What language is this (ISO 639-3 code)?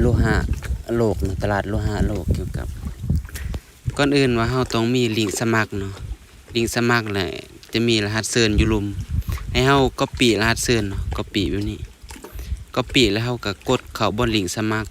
lao